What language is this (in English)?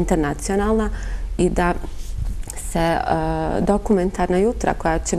Bosnian